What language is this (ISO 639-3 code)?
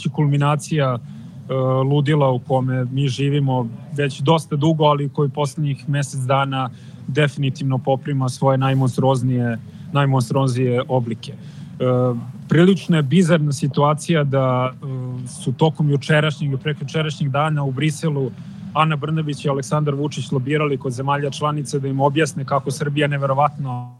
srp